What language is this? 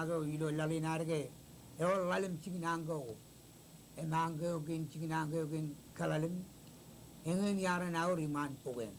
Marshallese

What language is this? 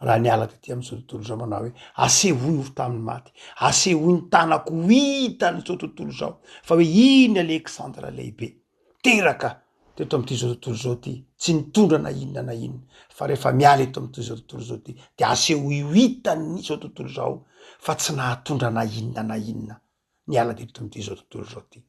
Malagasy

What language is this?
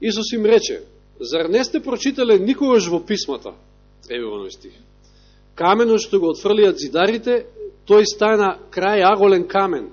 Macedonian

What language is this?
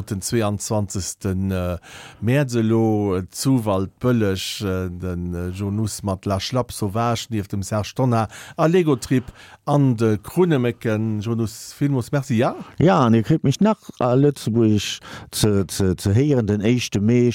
Luxembourgish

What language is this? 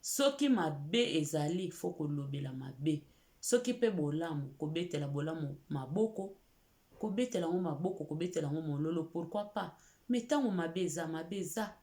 Lingala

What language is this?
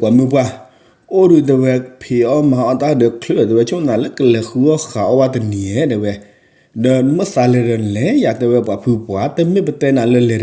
S'gaw Karen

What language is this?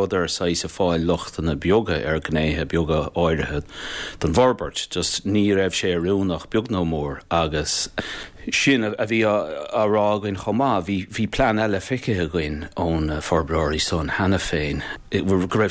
Irish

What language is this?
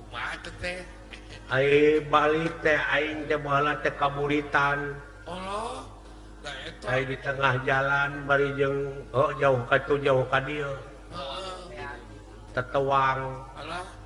Sundanese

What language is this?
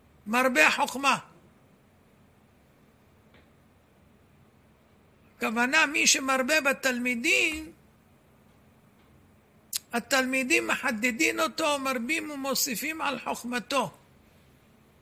Hebrew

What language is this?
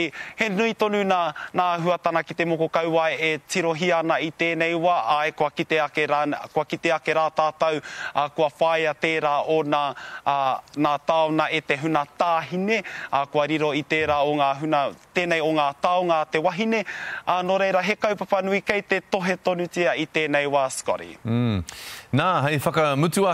Māori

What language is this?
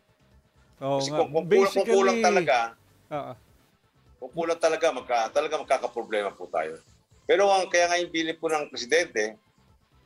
Filipino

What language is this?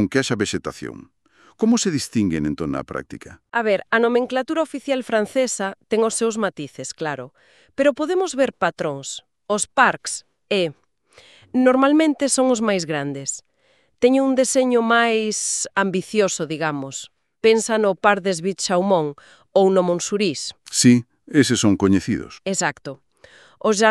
Galician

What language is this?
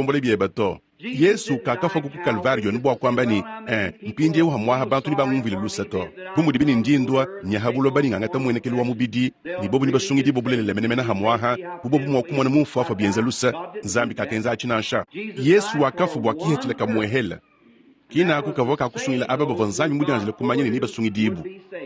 Luba-Lulua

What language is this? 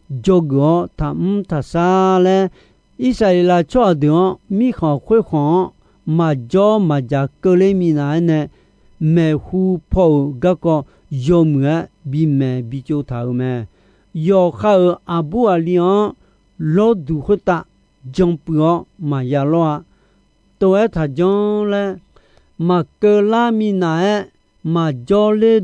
Akha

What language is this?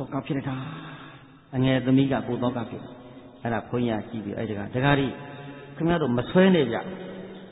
Burmese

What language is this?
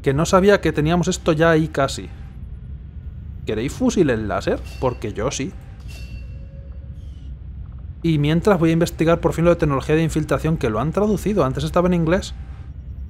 Spanish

